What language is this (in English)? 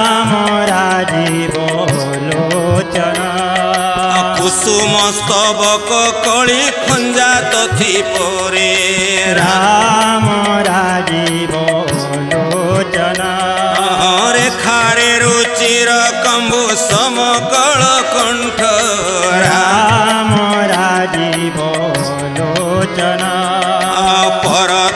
Odia